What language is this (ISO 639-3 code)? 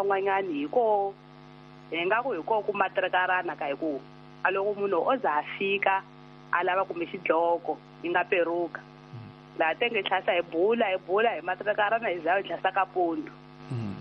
tso